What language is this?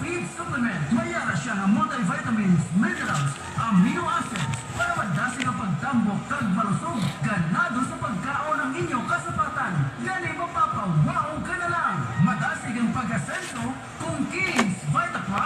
Hiligaynon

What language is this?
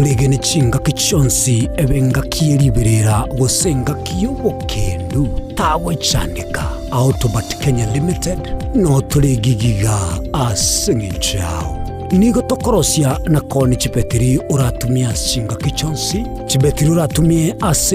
Gusii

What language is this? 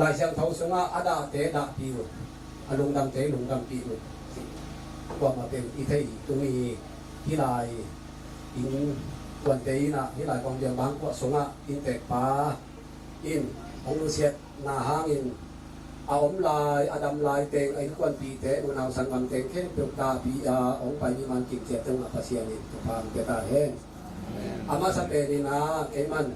Tedim Chin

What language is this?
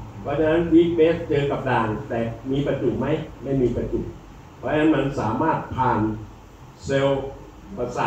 Thai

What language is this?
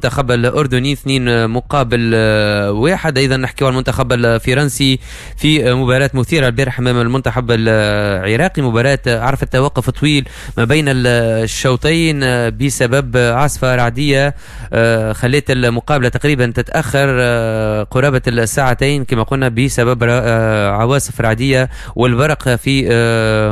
Tunisian Arabic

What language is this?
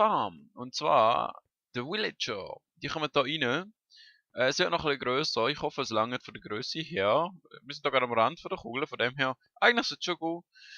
Swiss German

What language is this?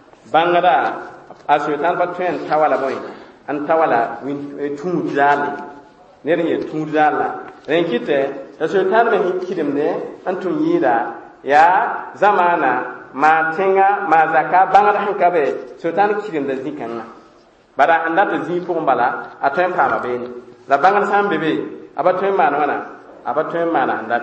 Mossi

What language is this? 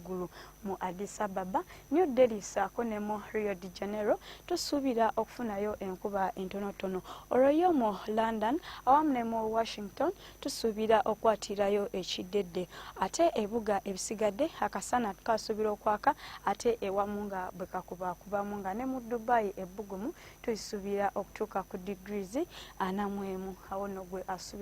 Ganda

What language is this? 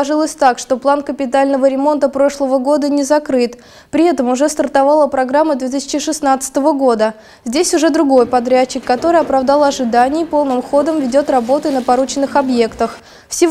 Russian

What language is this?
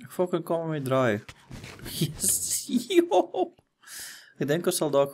Afrikaans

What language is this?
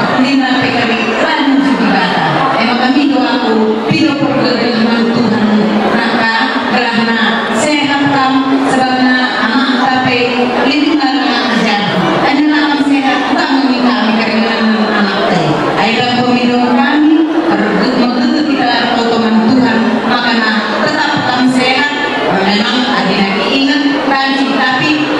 Batak Karo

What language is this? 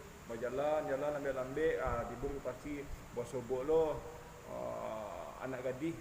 Minangkabau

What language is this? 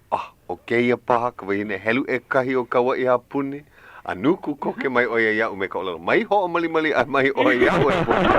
Hawaiian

